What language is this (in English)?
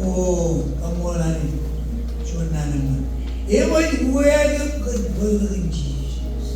Marshallese